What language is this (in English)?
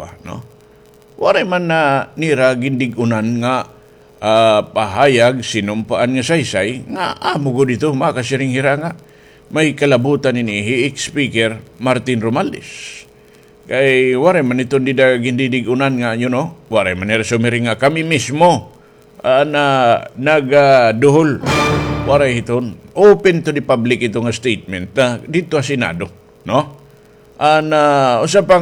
Waray